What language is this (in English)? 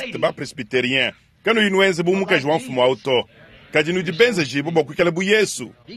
Luba-Lulua